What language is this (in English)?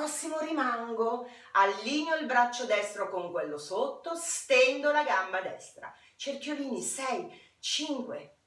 Italian